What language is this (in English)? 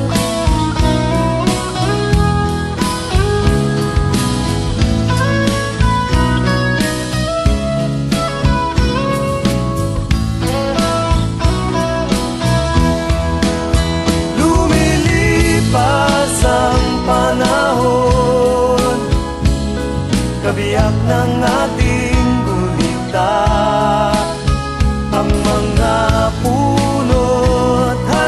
Filipino